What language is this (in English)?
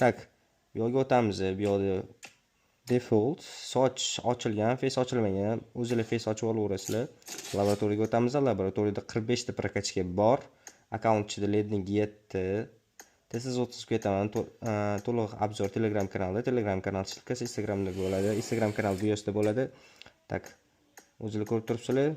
Uzbek